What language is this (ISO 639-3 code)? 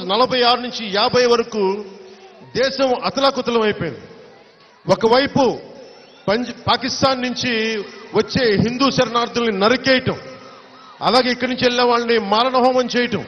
tel